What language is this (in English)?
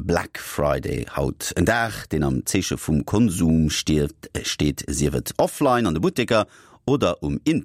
Luxembourgish